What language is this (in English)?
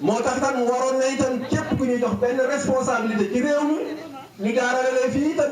Wolof